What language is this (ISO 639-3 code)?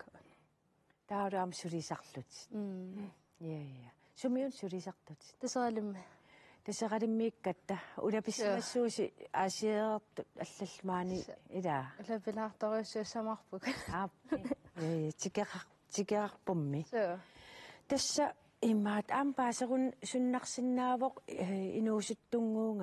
kal